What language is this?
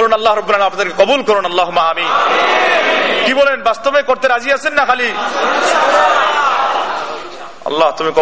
Bangla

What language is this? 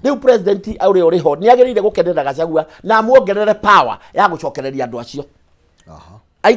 Kikuyu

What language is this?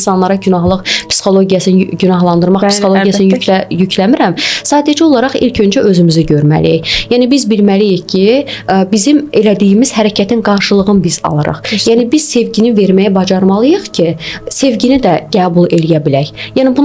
Azerbaijani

